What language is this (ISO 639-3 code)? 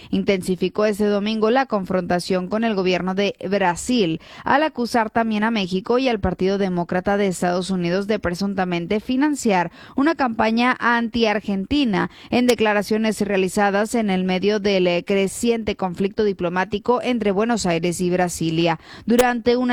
spa